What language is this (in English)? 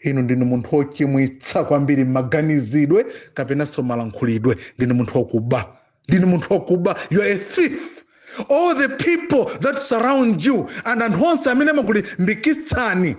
Nyanja